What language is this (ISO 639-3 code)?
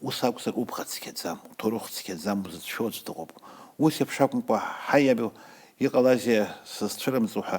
abk